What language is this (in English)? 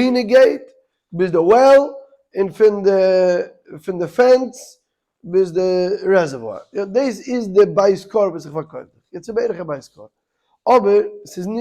Yiddish